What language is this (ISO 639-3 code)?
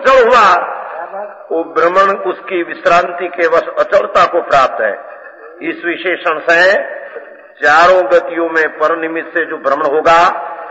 hin